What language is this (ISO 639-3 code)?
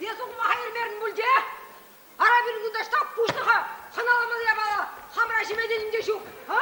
chv